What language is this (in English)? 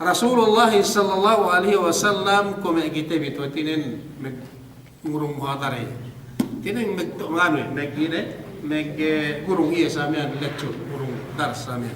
Yakan